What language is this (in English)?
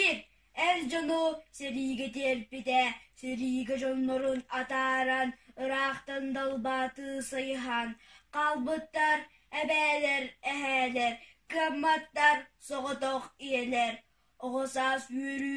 Yakut